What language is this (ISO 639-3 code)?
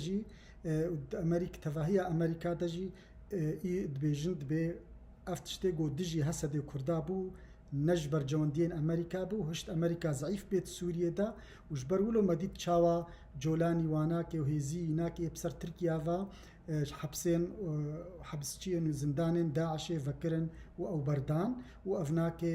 kur